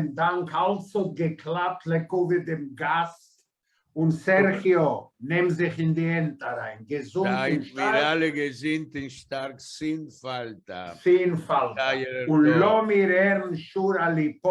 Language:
Yiddish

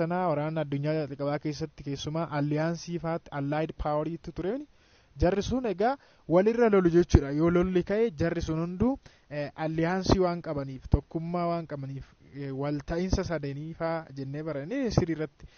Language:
Oromo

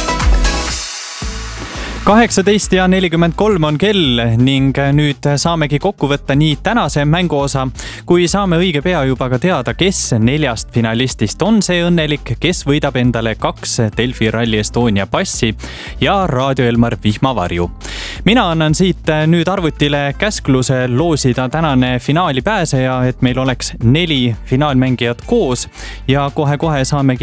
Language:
Estonian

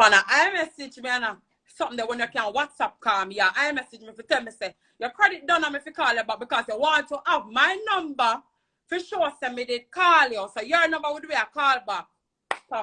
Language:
Jamaican Creole English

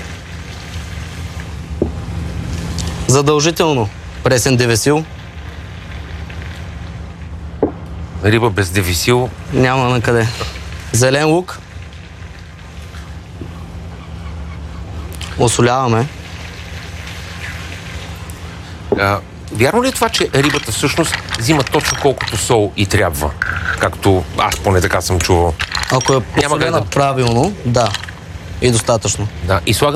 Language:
Bulgarian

